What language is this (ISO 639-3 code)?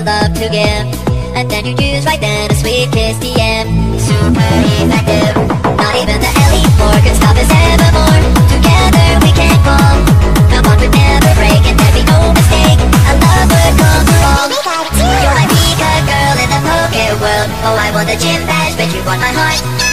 eng